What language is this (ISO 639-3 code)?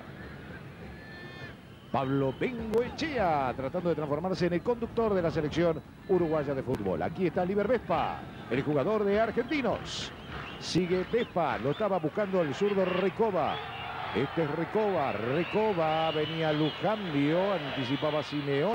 spa